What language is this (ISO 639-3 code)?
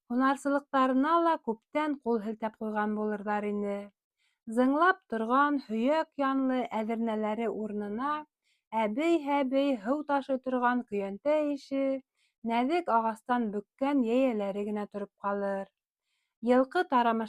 bak